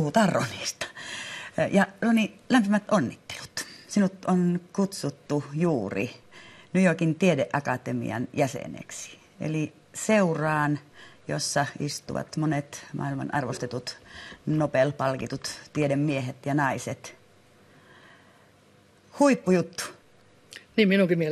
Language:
Finnish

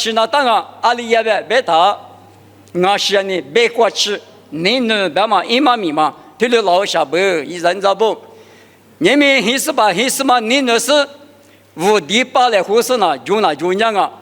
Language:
Lisu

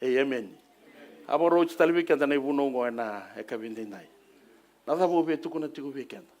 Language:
Fijian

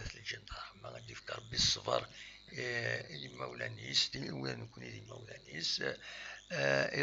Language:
Kabyle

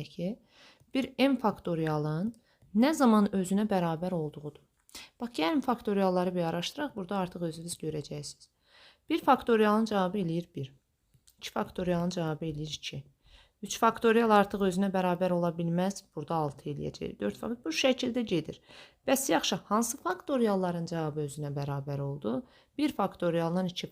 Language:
Azerbaijani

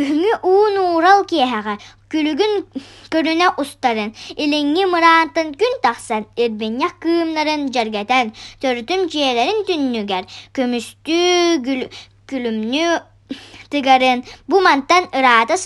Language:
Yakut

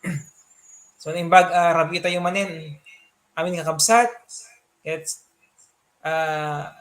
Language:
Iloko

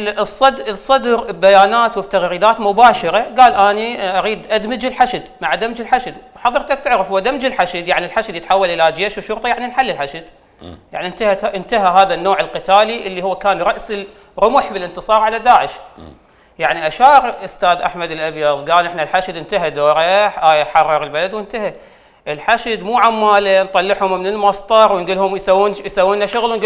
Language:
Mesopotamian Arabic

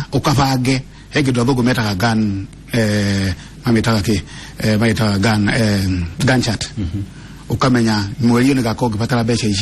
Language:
Kikuyu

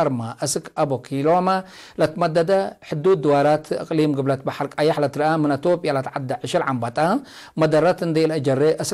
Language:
Tigre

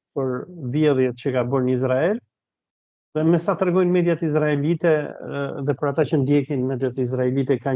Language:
Albanian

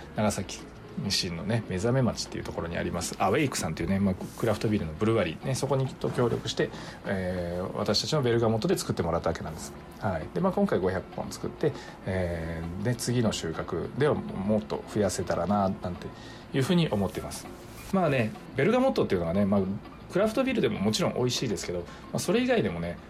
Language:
Japanese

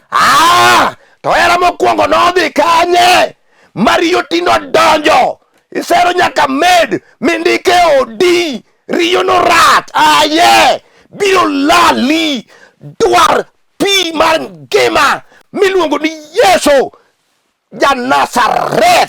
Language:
Luo (Kenya and Tanzania)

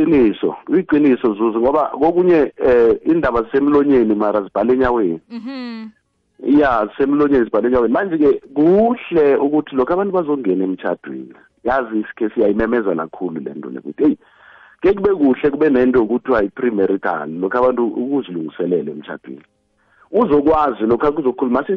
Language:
South Ndebele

